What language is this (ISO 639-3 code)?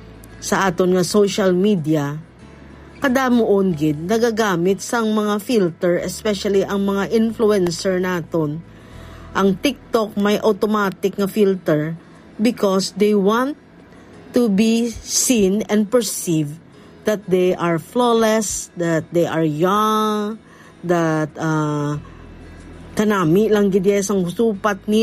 hil